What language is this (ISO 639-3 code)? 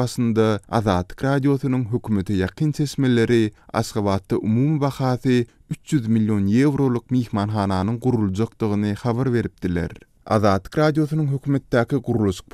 tuk